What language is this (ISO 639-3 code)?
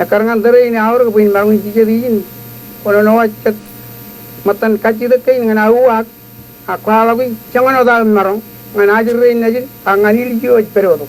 mah